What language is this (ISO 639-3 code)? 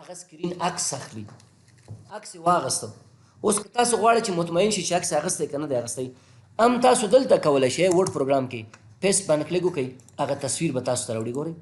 pus